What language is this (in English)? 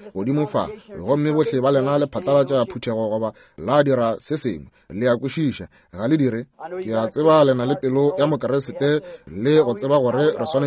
Northern Sotho